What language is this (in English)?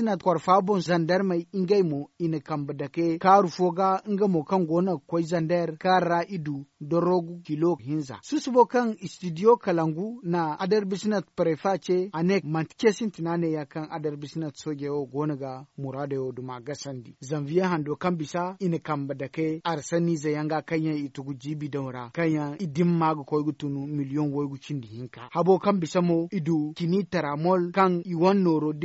Zarma